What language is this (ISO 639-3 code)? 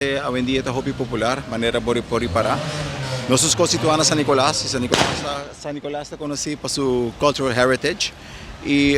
pap